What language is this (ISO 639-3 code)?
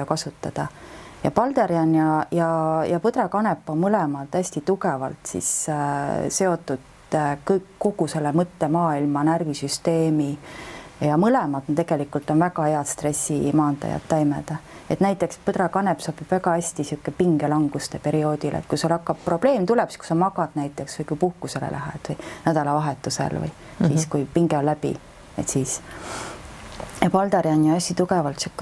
est